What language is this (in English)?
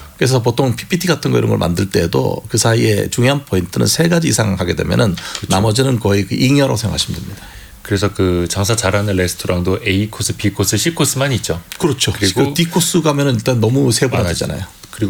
Korean